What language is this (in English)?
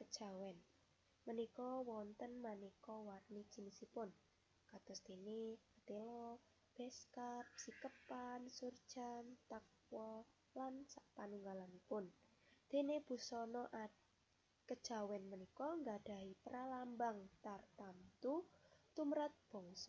Javanese